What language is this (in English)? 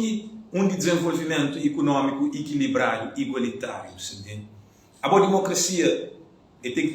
Kabuverdianu